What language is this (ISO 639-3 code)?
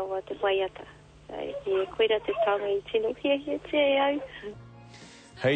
mri